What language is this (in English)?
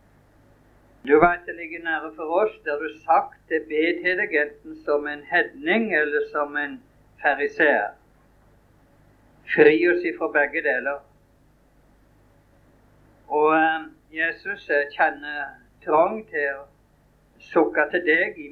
Norwegian